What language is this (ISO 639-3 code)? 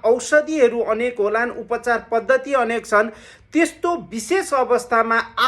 nep